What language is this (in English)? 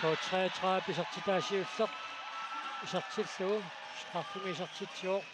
Kalaallisut